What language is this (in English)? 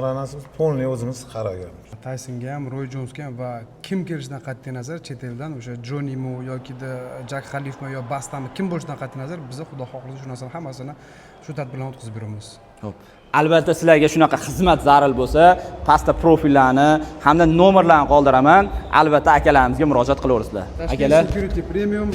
Uzbek